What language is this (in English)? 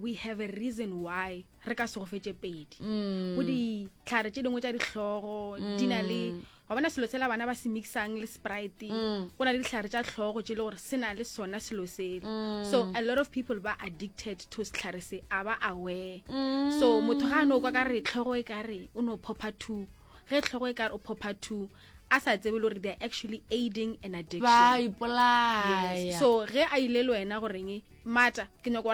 Northern Sotho